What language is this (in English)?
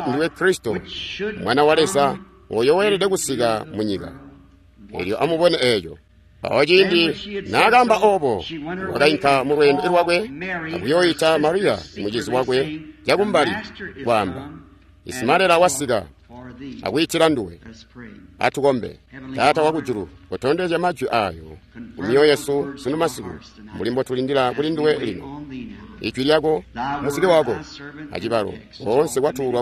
Tonga (Zambia)